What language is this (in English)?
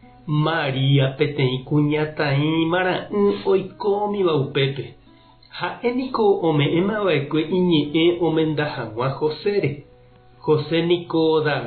Guarani